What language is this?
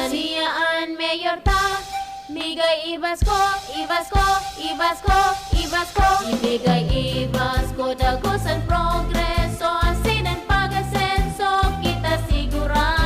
Bikol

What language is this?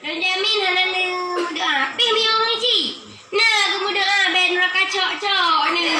Achinese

